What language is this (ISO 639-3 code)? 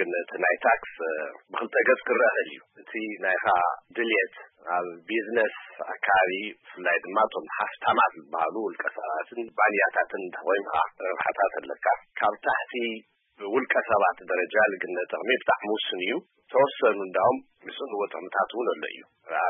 tir